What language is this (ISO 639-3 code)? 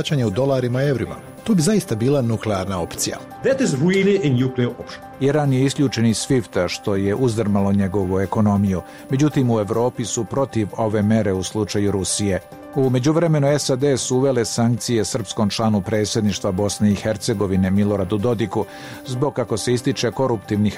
bos